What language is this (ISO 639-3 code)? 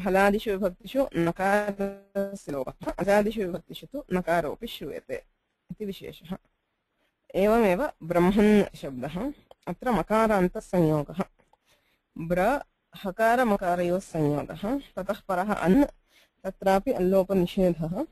san